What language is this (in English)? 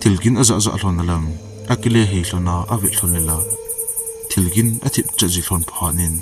Thado Chin